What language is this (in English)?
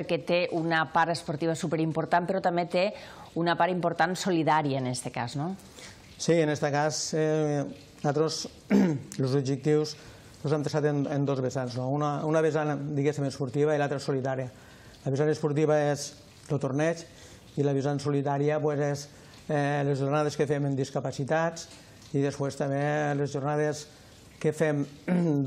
Catalan